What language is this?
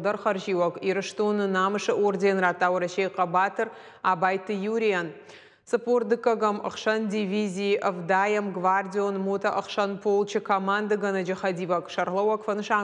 Ossetic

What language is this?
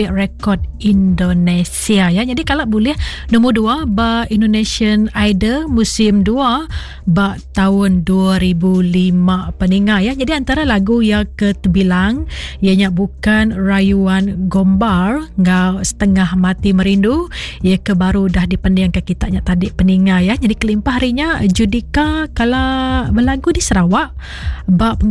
Iban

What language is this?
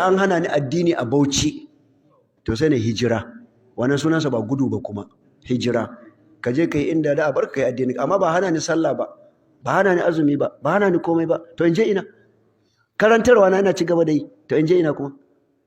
Hausa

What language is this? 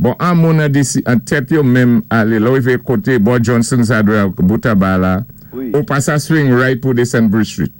Saint Lucian Creole French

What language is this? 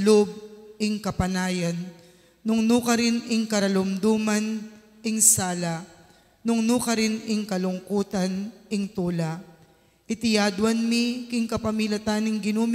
Pampanga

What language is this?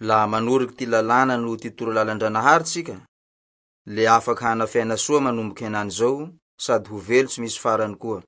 Malagasy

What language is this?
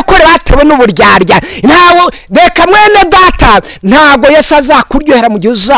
Kinyarwanda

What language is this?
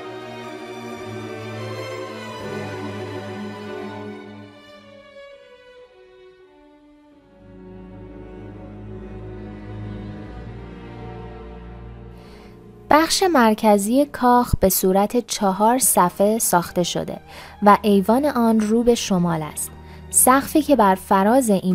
Persian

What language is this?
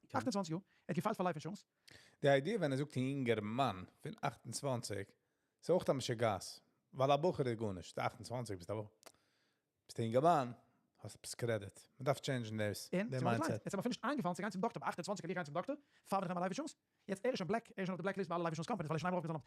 Yiddish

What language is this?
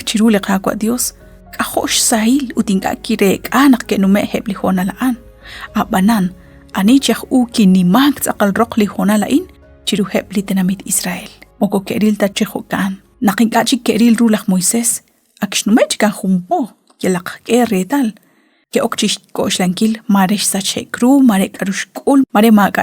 Kekchí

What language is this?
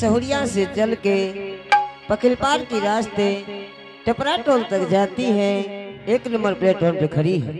Angika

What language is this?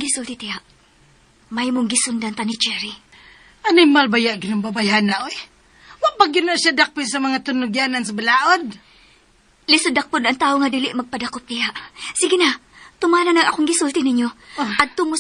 Cebuano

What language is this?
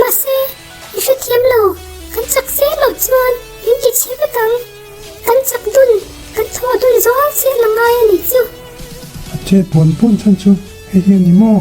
Mizo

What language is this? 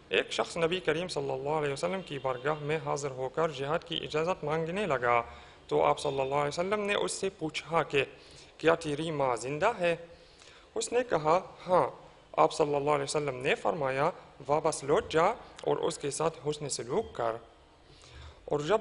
Urdu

